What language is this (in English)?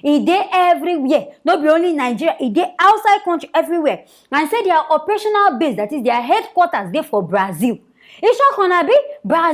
Nigerian Pidgin